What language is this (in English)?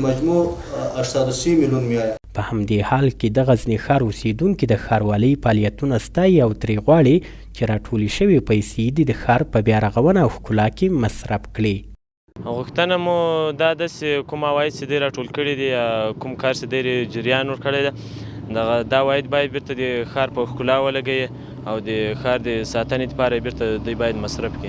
Pashto